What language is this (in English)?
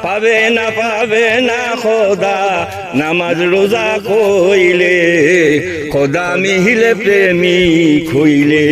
Sylheti